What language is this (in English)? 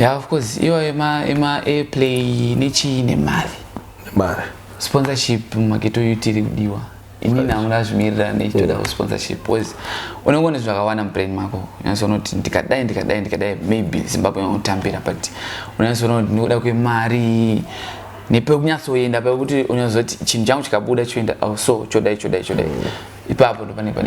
Shona